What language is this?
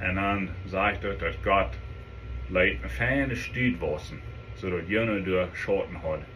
Plautdietsch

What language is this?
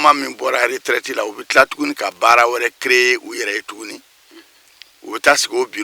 Bambara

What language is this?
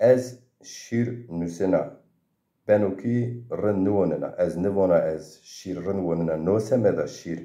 Zaza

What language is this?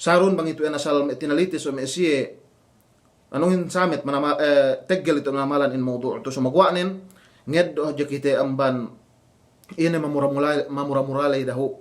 Yakan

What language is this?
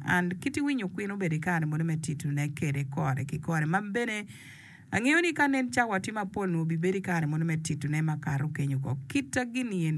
Acoli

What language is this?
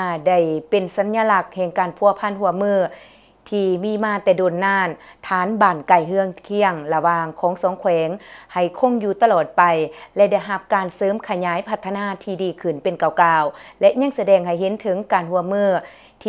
Lao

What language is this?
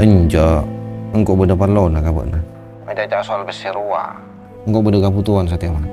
Madurese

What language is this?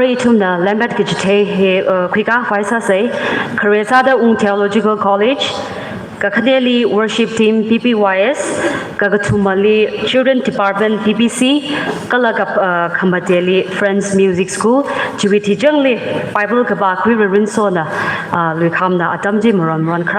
Tangkhul Naga (India)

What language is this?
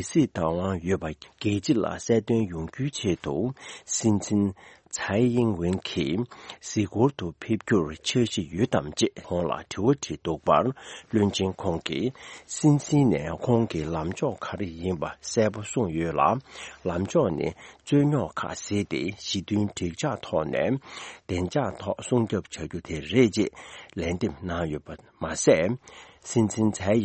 Tibetan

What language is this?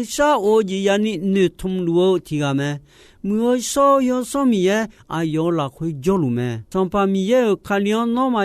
Akha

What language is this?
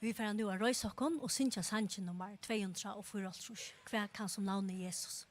Faroese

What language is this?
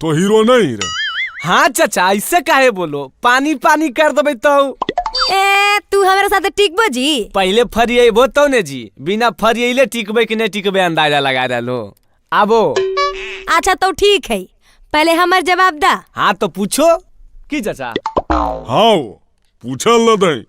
Magahi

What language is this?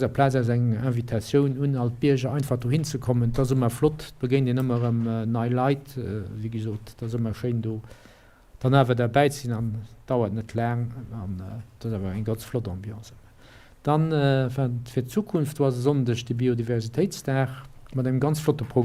Luxembourgish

